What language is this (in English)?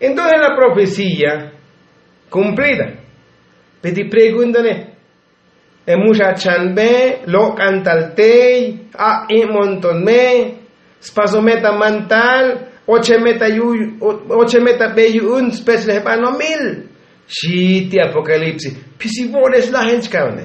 Tzotzil